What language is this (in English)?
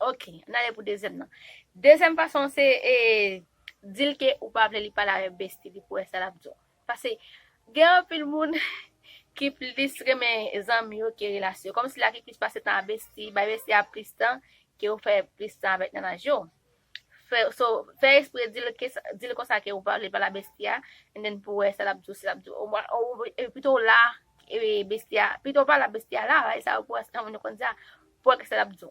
Haitian Creole